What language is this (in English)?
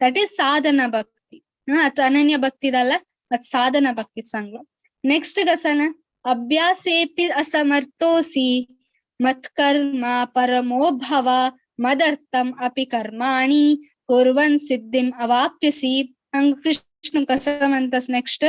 Konkani